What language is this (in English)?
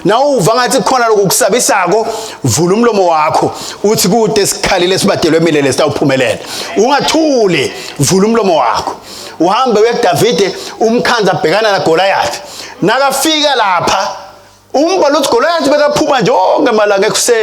Swati